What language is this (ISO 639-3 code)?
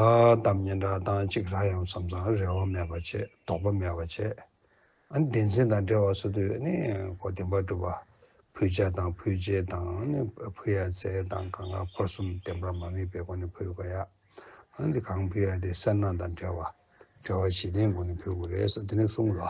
bod